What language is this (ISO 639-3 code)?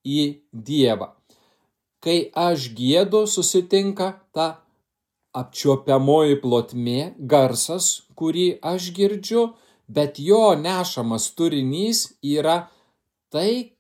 lit